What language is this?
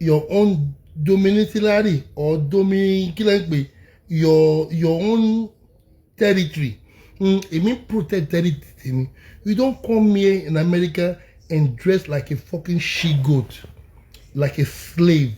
Yoruba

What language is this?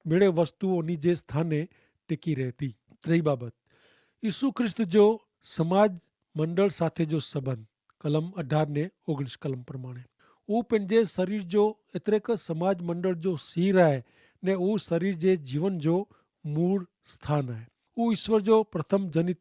Kachhi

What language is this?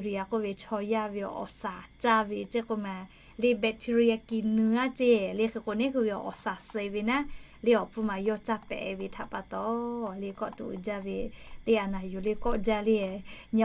Lahu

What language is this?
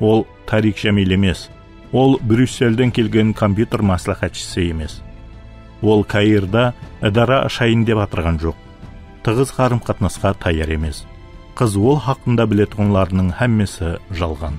Kara-Kalpak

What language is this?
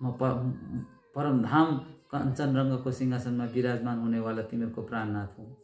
Nepali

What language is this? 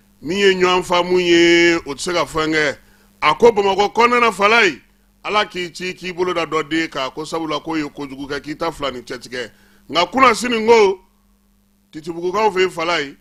Bambara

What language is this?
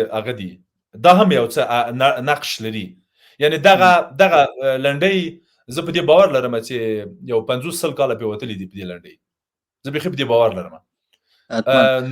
Pashto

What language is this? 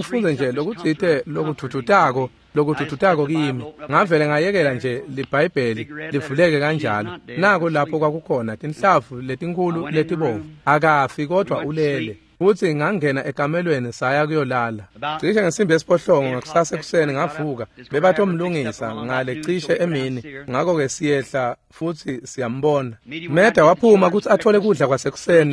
Swati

